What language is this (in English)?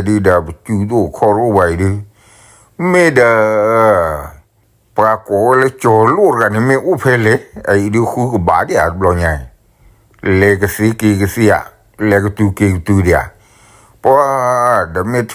S'gaw Karen